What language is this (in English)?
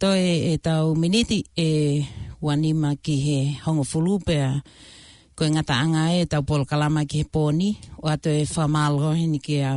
Tongan